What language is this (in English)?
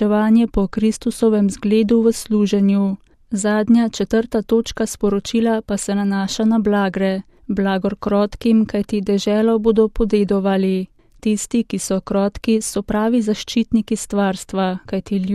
Slovenian